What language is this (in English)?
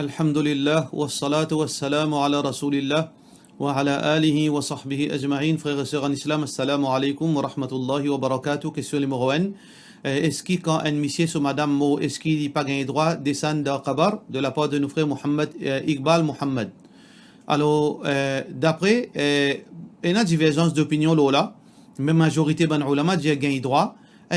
Morisyen